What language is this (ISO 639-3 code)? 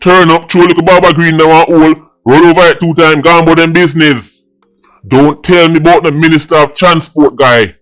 jam